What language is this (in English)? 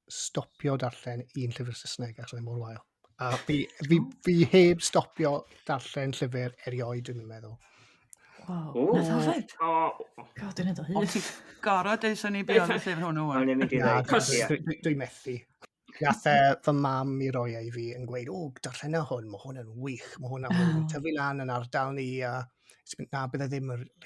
Welsh